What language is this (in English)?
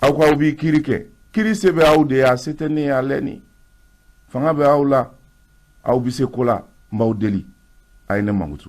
Bambara